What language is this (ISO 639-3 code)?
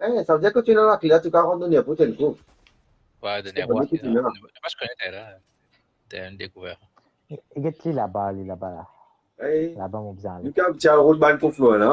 mfe